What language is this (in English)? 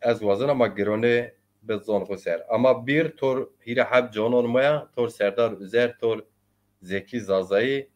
Zaza